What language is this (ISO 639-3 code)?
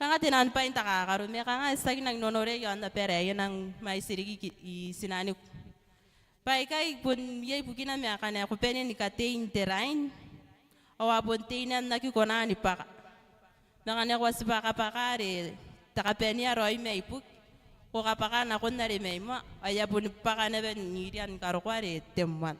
gil